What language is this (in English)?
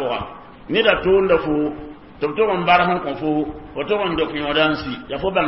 Mossi